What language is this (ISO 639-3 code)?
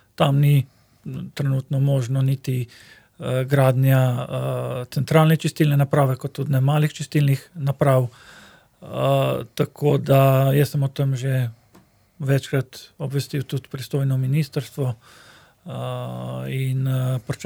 slv